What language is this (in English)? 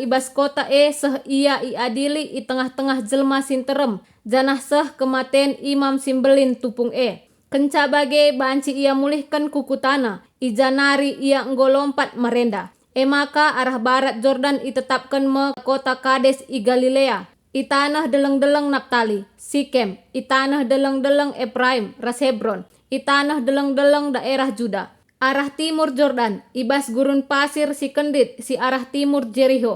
Batak Karo